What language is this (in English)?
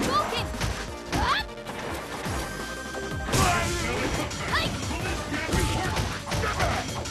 English